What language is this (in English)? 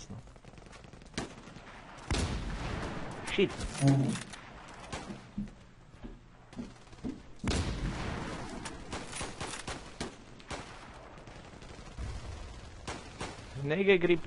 Czech